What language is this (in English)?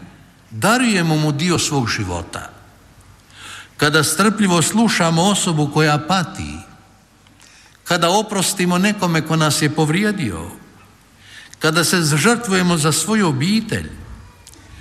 Croatian